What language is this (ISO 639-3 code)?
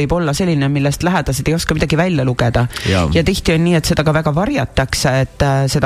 est